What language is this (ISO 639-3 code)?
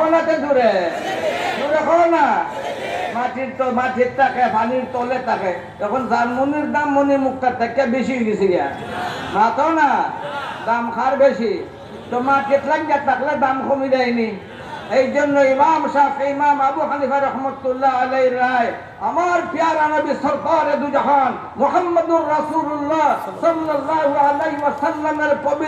syl